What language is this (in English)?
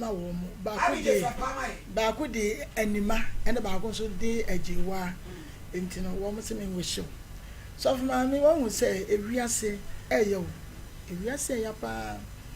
Akan